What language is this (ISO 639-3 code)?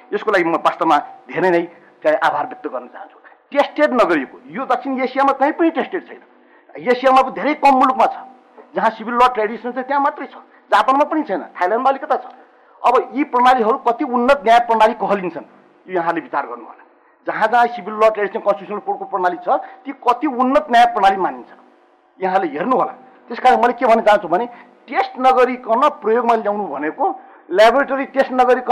nep